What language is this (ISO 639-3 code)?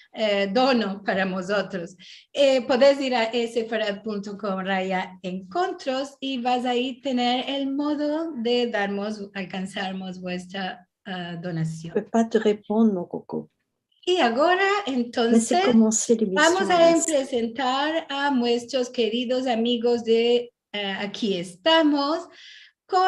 lad